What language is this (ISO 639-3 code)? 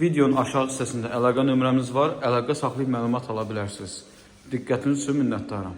aze